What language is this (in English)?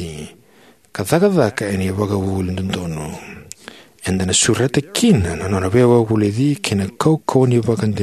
Fijian